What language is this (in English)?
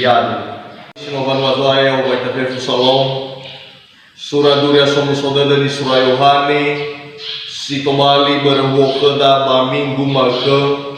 Nias